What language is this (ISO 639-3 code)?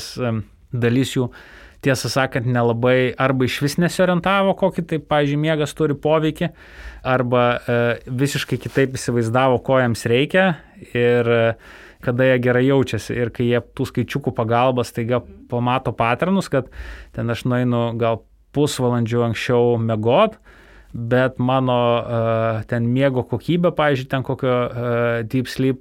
lit